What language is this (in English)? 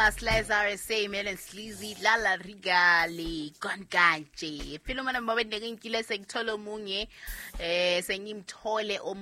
Southern Sotho